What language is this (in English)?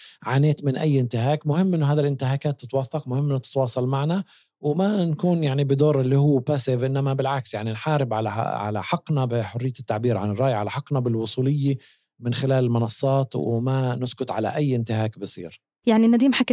North Levantine Arabic